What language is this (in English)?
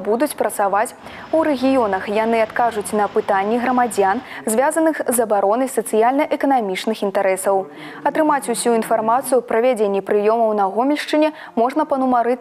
Belarusian